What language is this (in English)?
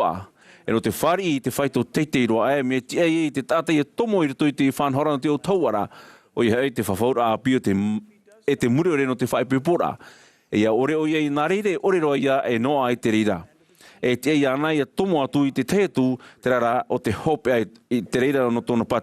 Tahitian